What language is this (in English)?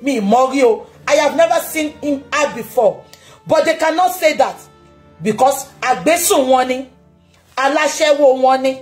Yoruba